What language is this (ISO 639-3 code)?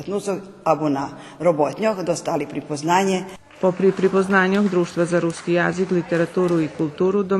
rue